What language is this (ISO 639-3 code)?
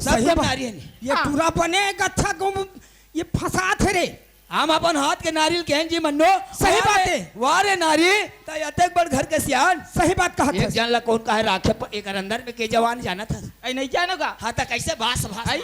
hne